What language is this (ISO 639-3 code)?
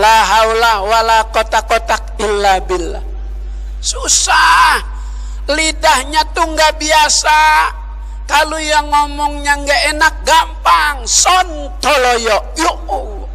bew